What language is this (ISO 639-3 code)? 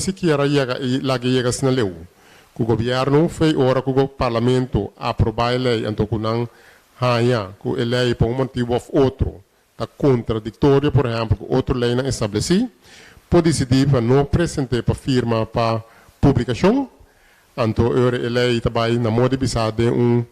pap